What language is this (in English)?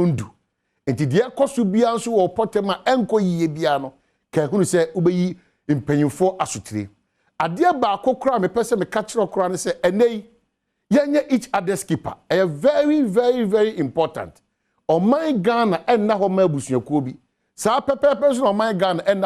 Akan